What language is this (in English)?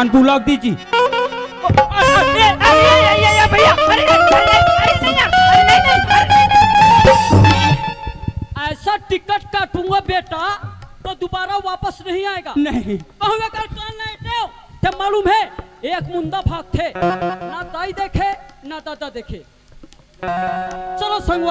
Chhattisgarhi